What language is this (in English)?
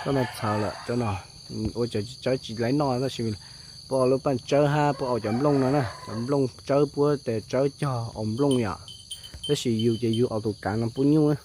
Hmong